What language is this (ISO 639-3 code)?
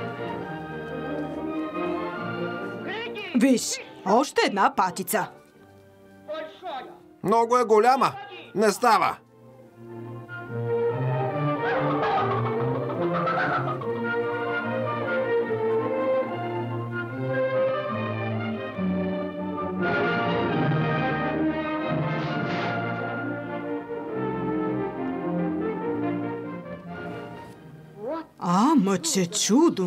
bul